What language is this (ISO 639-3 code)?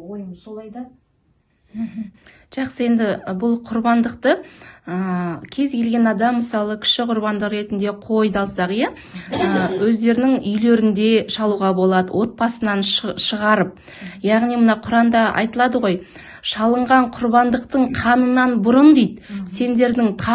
kaz